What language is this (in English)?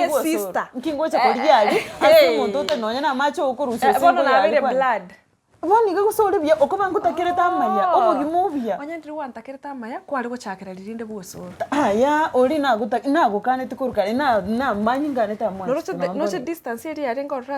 Gusii